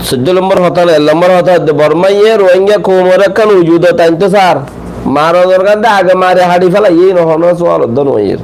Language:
Rohingya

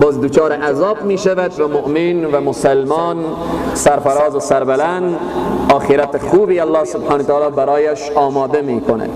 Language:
Persian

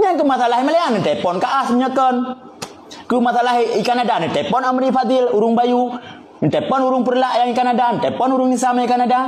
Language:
Achinese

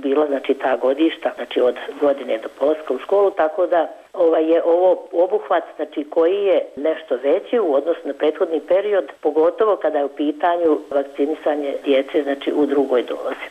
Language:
Bosnian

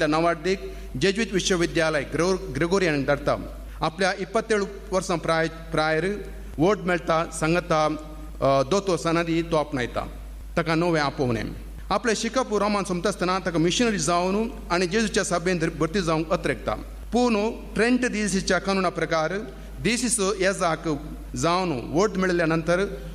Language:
Konkani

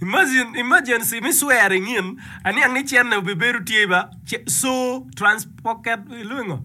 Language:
Acoli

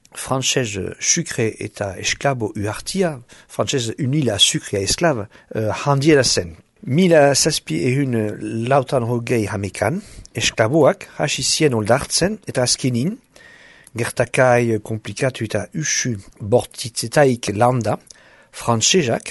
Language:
Basque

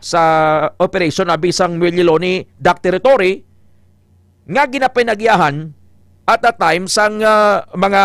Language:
Hiligaynon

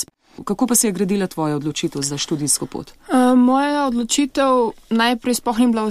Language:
Slovenian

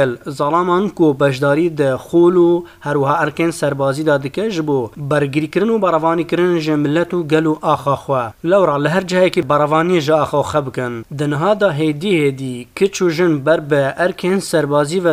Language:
Kurdish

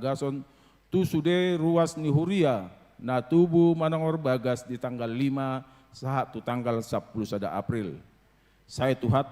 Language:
Batak Toba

